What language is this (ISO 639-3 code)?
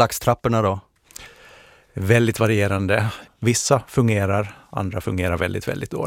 swe